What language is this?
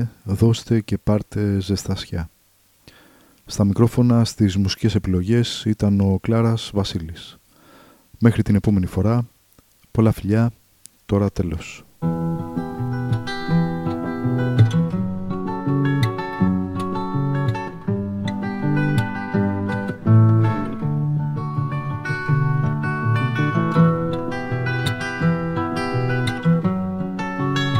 Greek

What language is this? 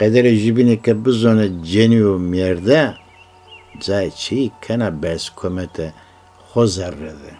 Zaza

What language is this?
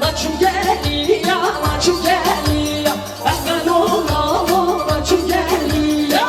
Kurdish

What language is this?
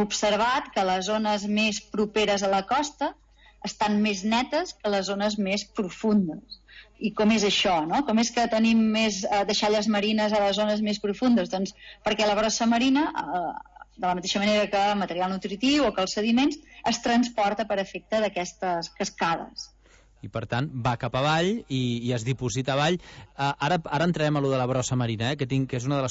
Catalan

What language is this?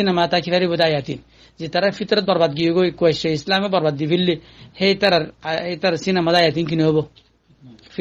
Rohingya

